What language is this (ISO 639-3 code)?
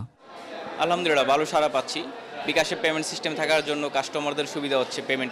ben